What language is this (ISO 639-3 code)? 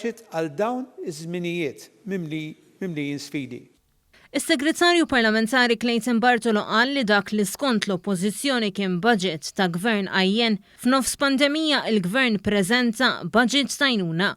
mlt